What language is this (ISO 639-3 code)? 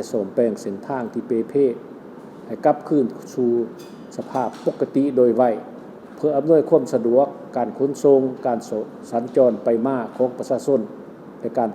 lao